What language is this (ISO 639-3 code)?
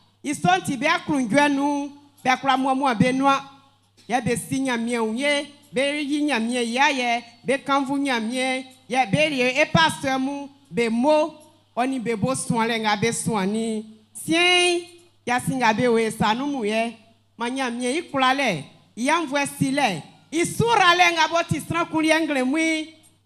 bci